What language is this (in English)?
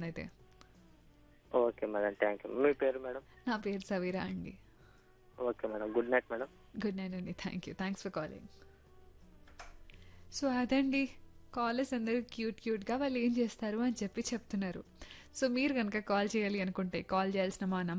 Telugu